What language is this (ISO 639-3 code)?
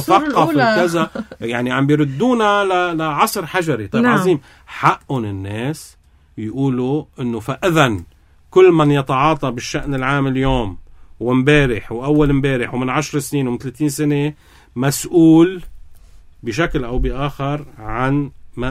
apc